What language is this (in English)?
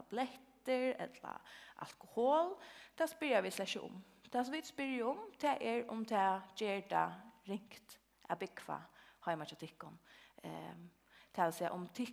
Faroese